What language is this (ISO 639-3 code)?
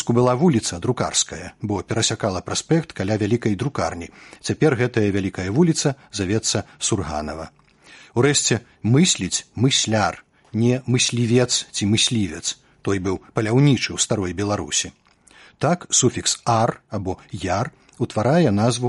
bel